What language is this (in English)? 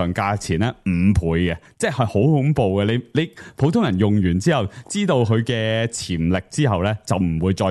Cantonese